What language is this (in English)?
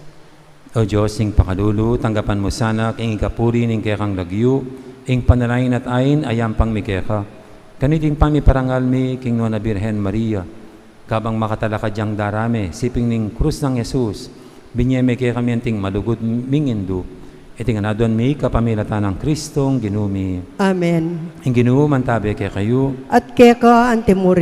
Pampanga